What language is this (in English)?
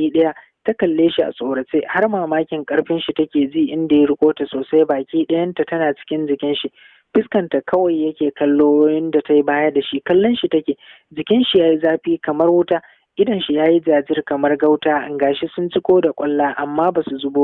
Hausa